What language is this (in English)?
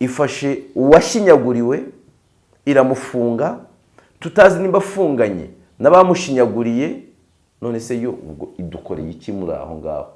Kinyarwanda